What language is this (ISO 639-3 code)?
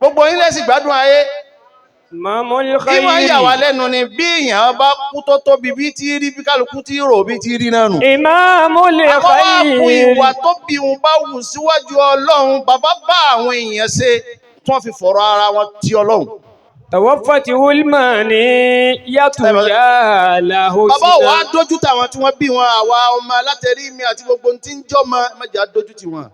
yor